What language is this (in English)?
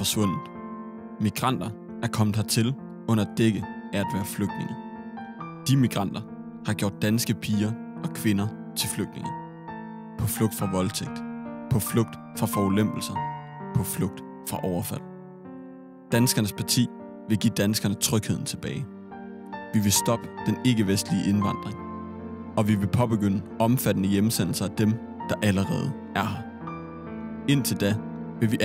Danish